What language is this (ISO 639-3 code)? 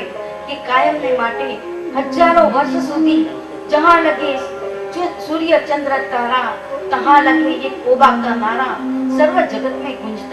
guj